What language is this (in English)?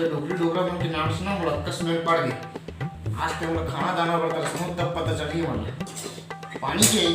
Chhattisgarhi